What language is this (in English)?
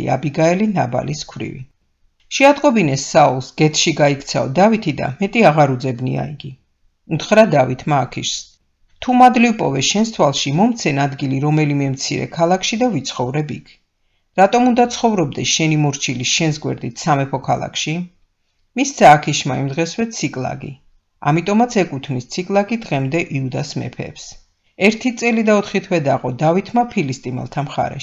Georgian